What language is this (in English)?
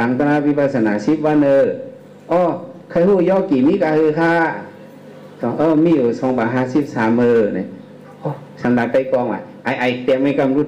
Shan